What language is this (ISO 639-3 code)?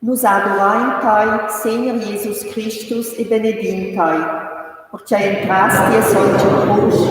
roh